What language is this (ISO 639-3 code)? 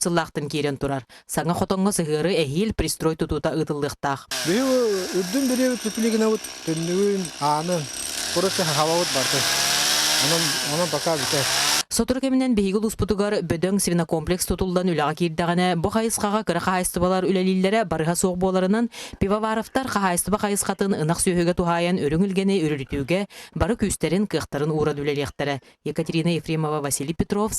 sah